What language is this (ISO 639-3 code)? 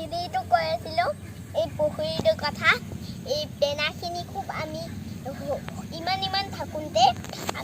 asm